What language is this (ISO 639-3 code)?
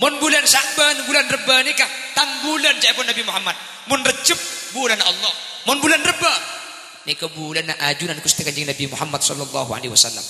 mad